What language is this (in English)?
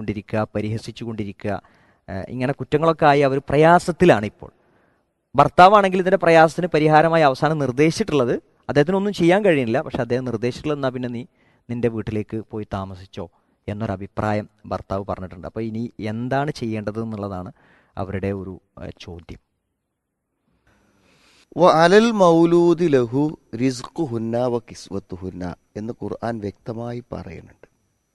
Malayalam